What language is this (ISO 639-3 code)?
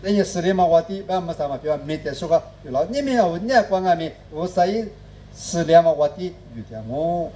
lis